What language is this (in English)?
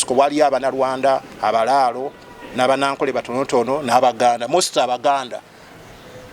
Ganda